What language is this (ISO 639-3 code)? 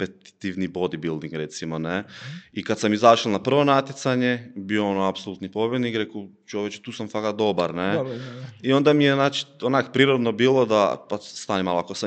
hrv